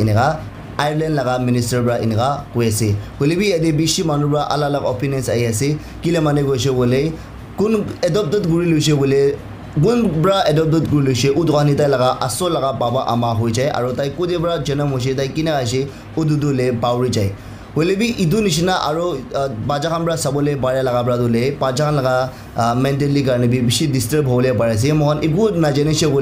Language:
Naga Pidgin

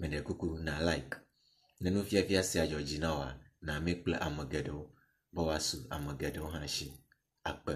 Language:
Ewe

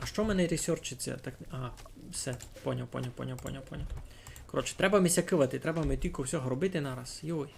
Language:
Rusyn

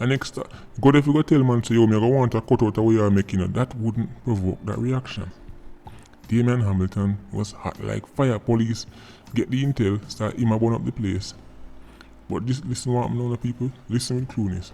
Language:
Jamaican Creole English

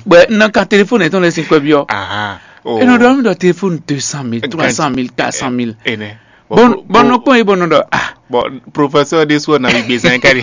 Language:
Fon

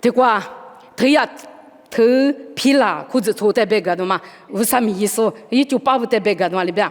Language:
Lisu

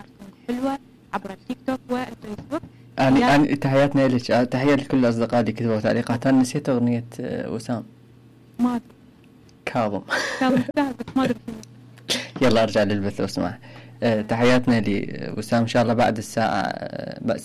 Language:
Mesopotamian Arabic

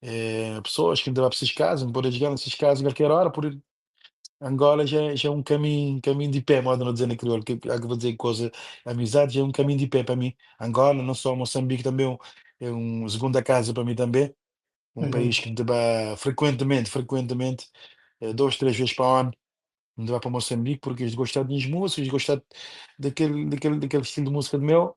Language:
Kabuverdianu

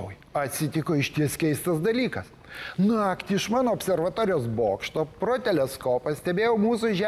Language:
Lithuanian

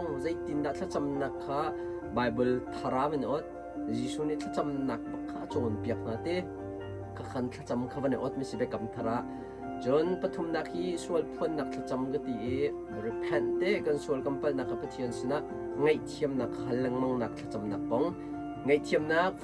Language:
Hakha Chin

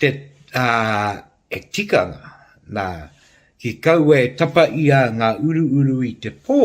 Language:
Māori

